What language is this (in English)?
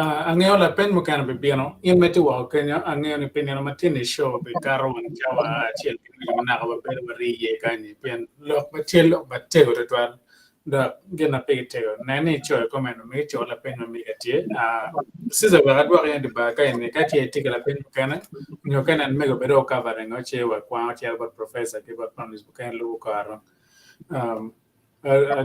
Acoli